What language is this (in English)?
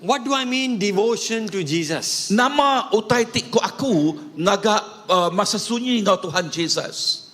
Iban